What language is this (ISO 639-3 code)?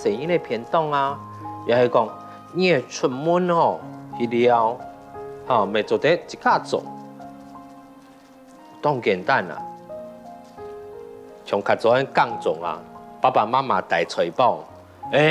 hak